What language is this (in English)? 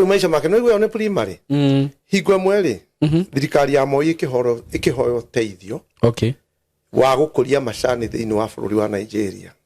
Kikuyu